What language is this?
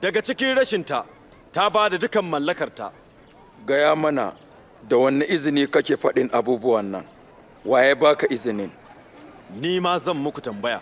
Hausa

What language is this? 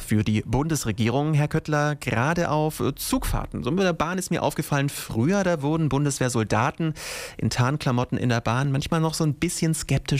German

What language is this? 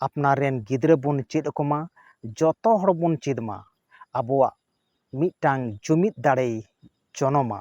Santali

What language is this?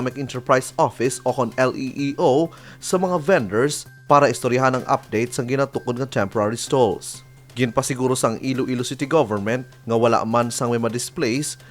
Hiligaynon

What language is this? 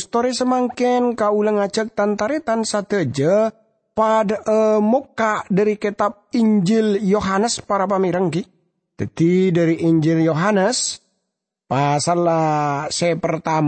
Madurese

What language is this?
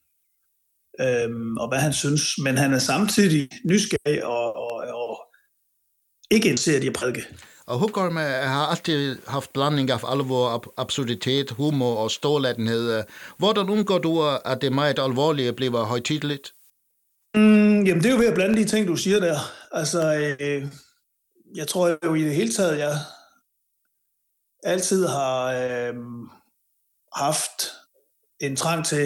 Danish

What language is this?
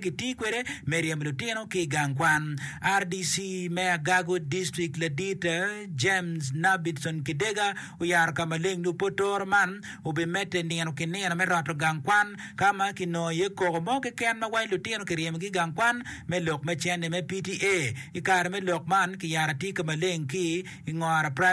Acoli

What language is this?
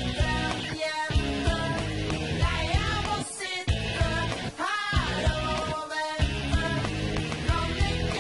Norwegian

